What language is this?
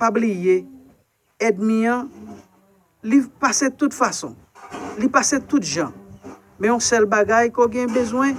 Haitian Creole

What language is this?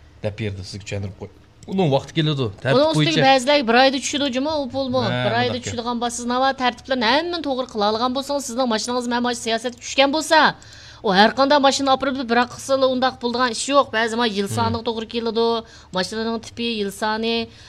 Uyghur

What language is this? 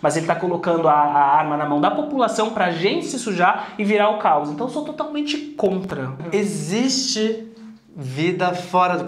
Portuguese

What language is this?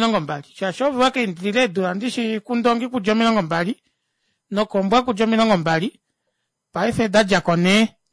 Kuanyama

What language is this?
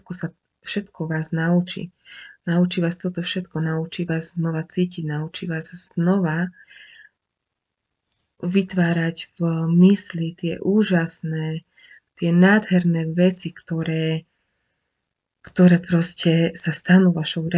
Slovak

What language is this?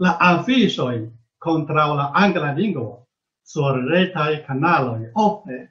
Esperanto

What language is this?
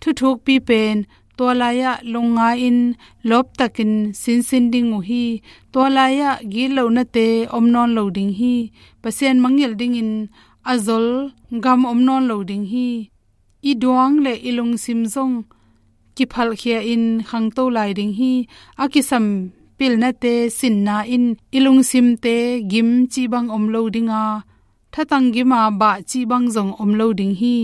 Tedim Chin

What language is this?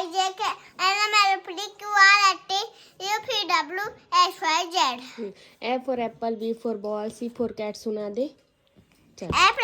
Chhattisgarhi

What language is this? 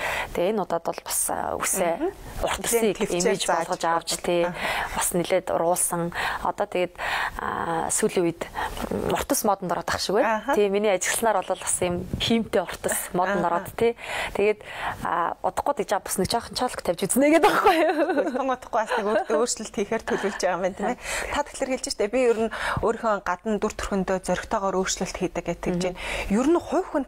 Mongolian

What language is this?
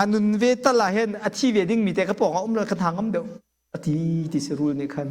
Hakha Chin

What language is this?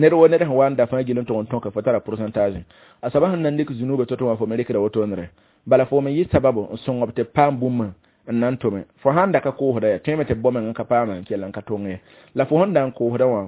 Mossi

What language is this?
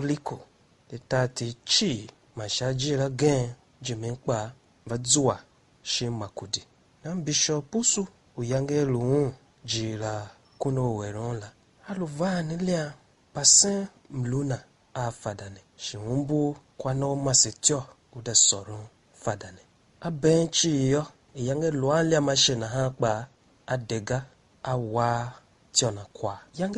Tiv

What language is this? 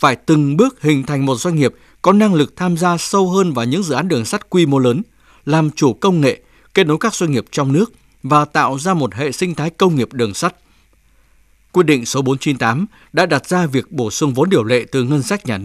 Vietnamese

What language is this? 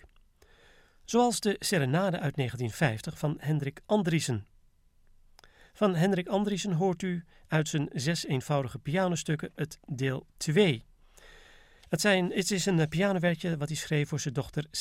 Dutch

